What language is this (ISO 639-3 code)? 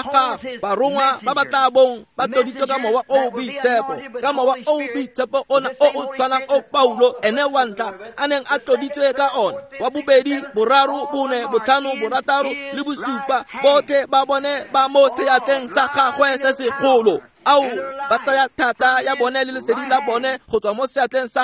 tsn